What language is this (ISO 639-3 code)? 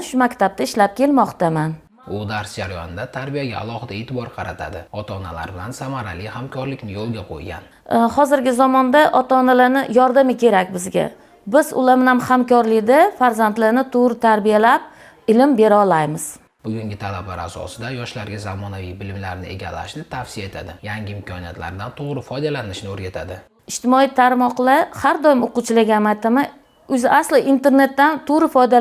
uzb